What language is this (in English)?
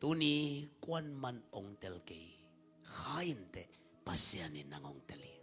Tedim Chin